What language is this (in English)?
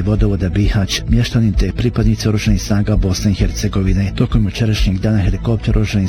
Bosnian